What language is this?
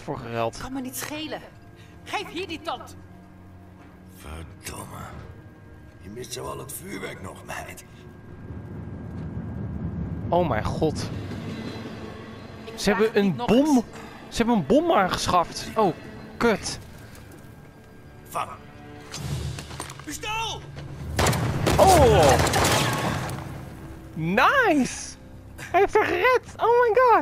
Dutch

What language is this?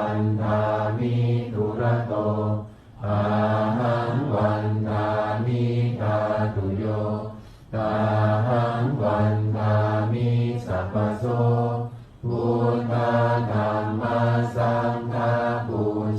Pali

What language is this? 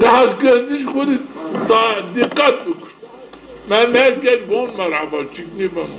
Zaza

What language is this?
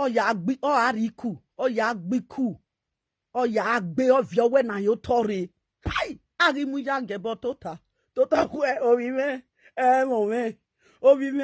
Nigerian Pidgin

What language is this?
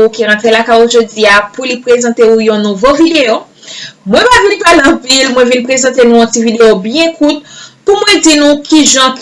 Haitian Creole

